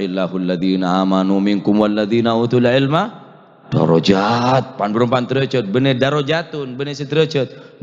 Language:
Madurese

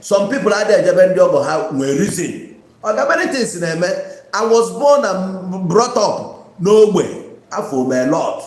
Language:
Igbo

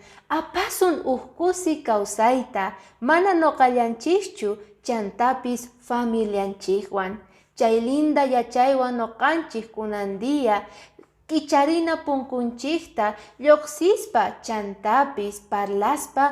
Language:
Quechua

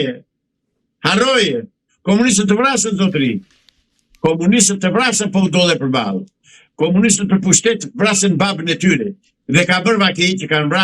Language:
Albanian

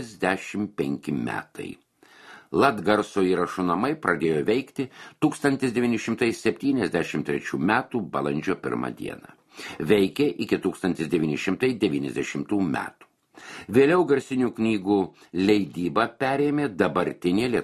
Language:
Lithuanian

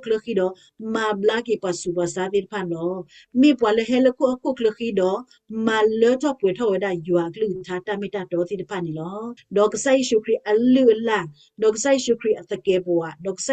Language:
S'gaw Karen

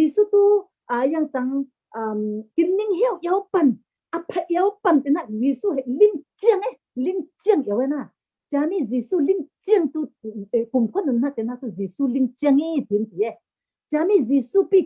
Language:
Falam Chin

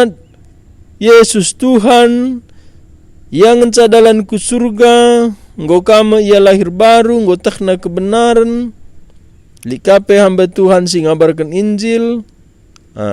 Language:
Batak Karo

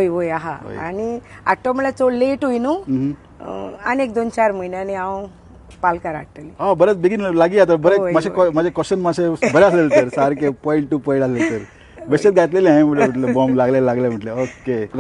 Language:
Konkani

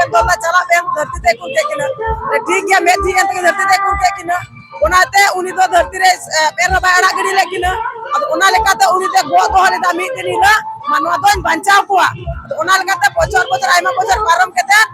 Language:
Santali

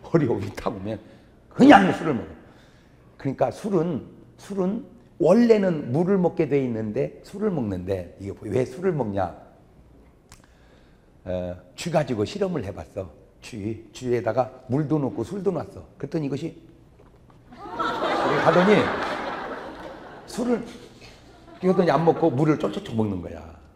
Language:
Korean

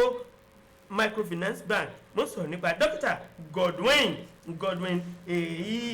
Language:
Yoruba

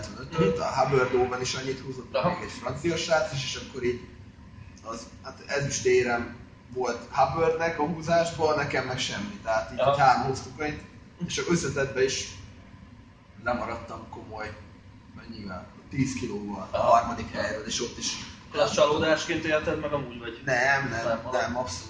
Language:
Hungarian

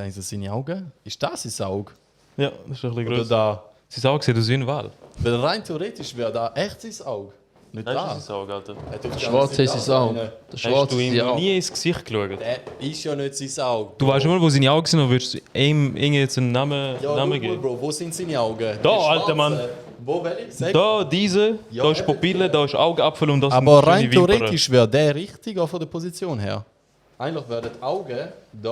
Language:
Swiss German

